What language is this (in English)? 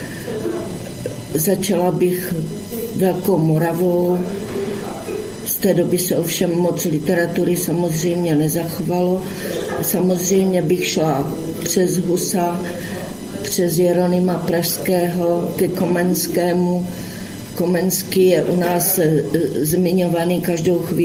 Czech